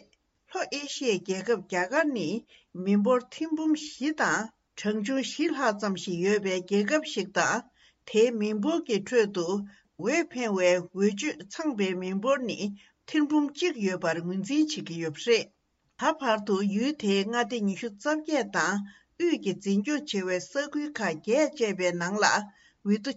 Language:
Tibetan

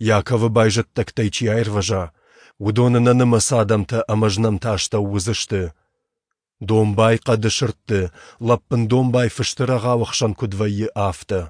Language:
Ossetic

